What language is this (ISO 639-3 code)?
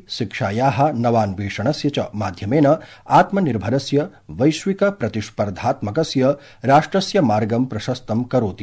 san